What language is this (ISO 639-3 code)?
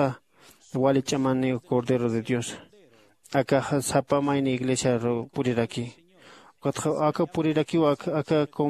aym